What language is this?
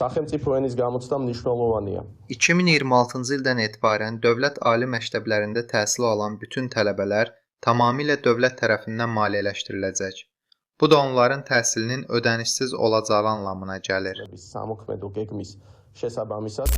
Azerbaijani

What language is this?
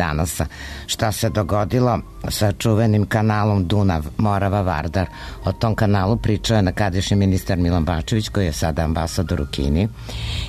Serbian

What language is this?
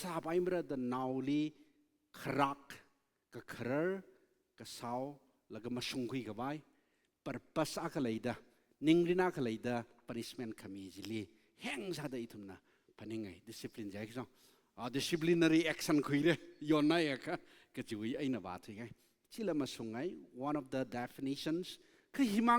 Tangkhul Naga (India)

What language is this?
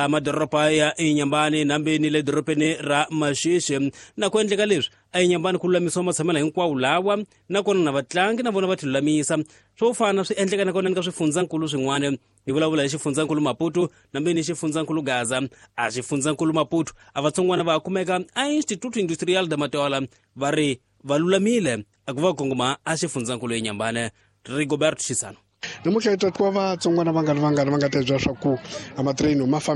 Tsonga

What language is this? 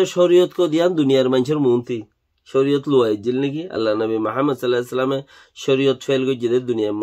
Rohingya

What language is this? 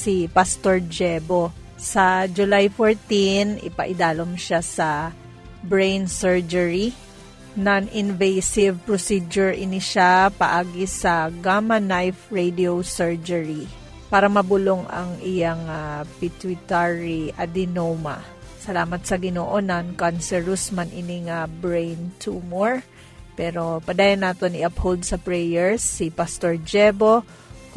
Hiligaynon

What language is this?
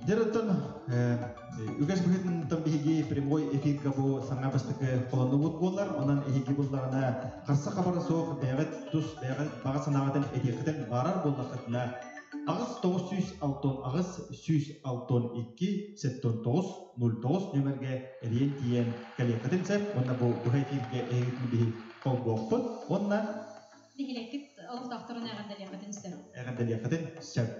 Yakut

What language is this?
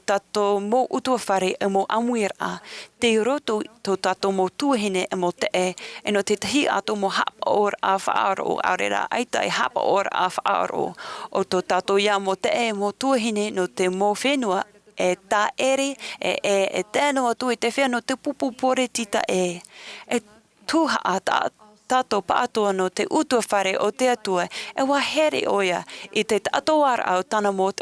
Tahitian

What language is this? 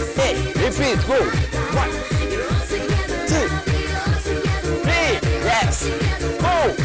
Kinyarwanda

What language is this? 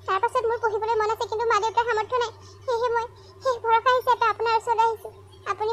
Assamese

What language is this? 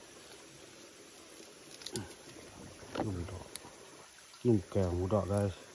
Malay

